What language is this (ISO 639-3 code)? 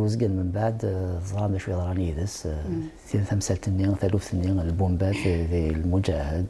kab